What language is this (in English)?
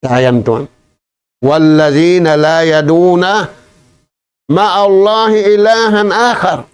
Tausug